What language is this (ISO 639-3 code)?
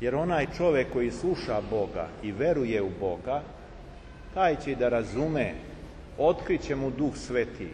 srp